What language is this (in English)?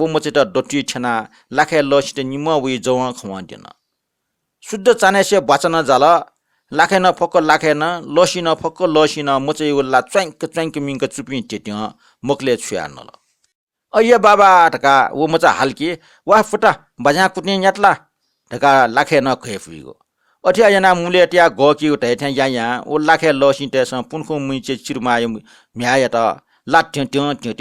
Newari